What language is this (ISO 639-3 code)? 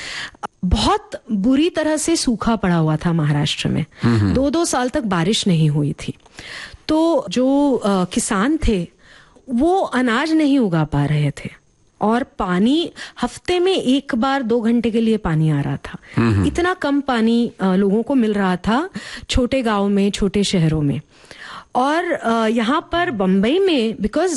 hin